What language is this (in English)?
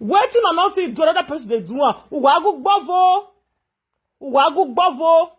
Nigerian Pidgin